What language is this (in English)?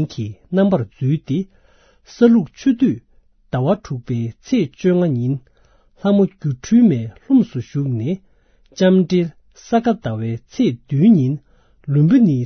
Tibetan